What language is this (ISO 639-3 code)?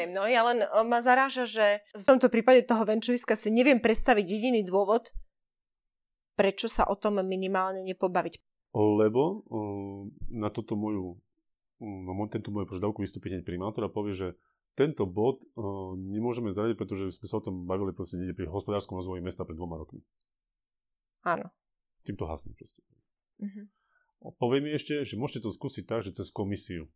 slk